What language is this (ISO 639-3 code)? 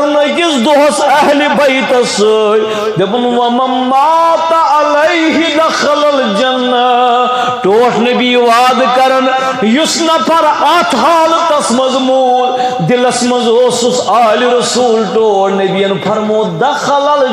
kas